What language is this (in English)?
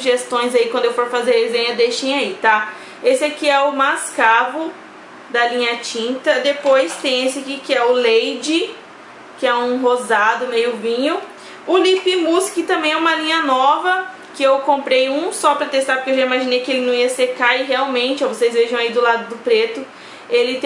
Portuguese